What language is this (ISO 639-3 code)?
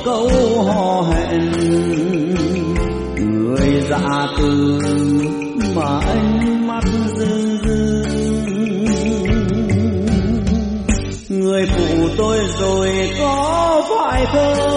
vie